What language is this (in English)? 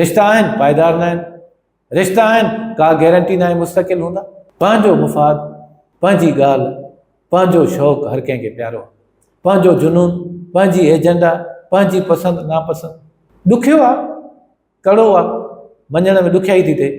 Sindhi